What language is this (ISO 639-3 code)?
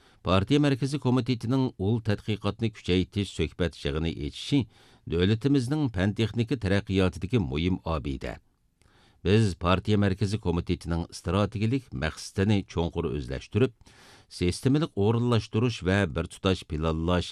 uig